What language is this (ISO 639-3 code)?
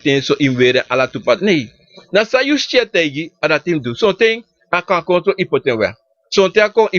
srn